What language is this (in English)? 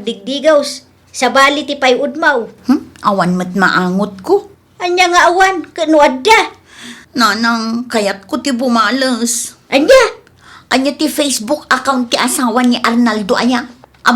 Iloko